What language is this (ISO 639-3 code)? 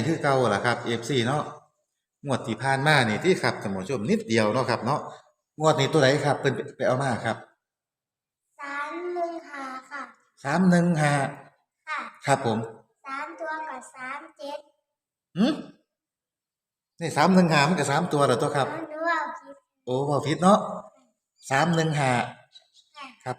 tts